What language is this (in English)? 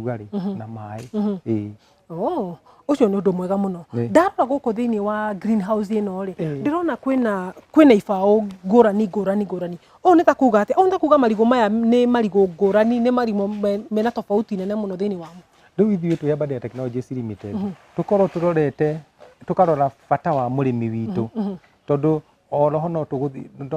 Kikuyu